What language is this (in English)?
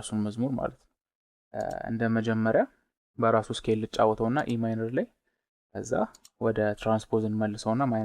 Amharic